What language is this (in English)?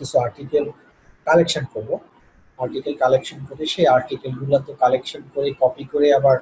Bangla